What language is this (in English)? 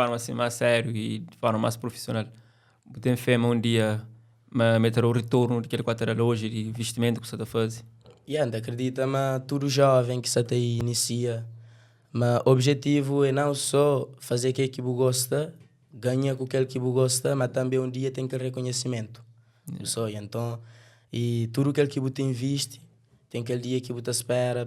Kabuverdianu